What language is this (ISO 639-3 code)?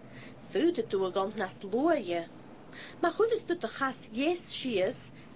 gla